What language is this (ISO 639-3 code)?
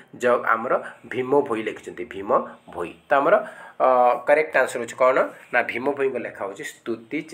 ori